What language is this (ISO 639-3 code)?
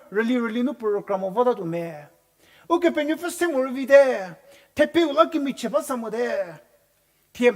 njm